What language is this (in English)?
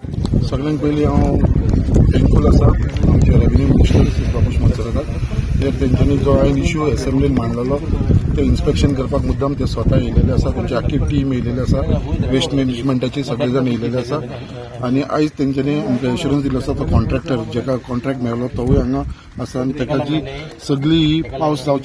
Konkani